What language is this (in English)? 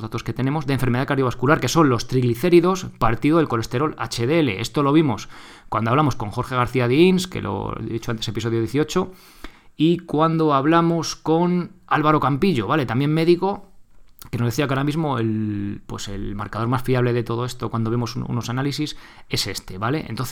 Spanish